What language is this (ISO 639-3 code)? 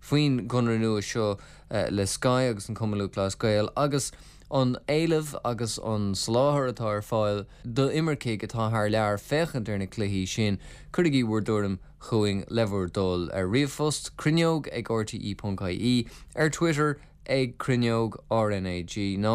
gle